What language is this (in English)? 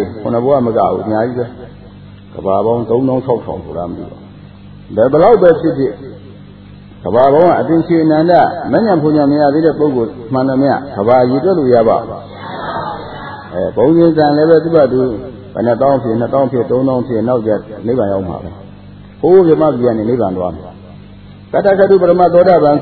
Burmese